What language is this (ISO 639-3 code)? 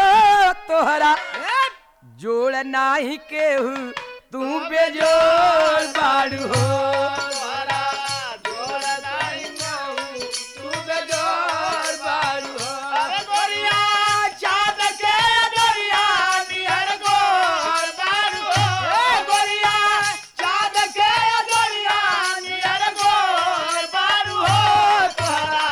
bho